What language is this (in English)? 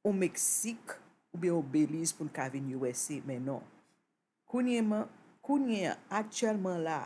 Haitian Creole